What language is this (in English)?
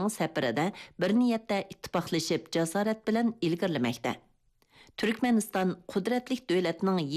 Uyghur